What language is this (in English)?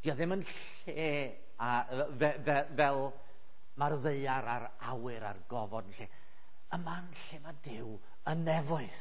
Welsh